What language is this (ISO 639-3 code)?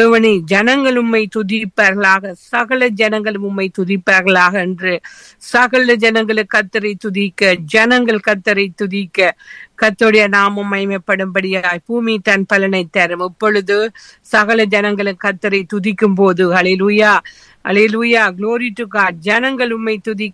tam